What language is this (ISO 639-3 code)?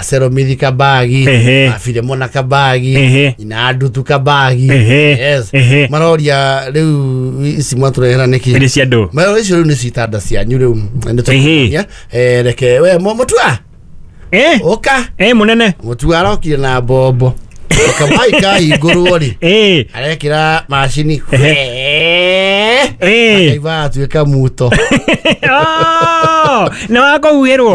kik